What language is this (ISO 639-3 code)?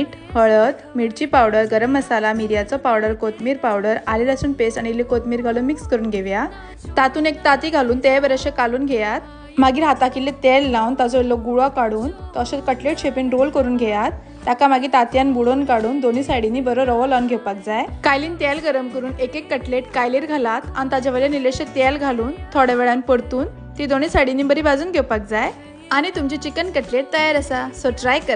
kok